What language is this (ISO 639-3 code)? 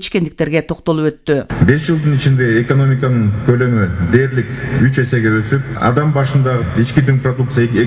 kir